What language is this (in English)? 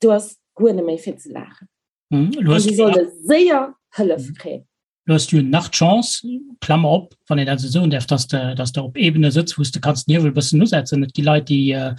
Luxembourgish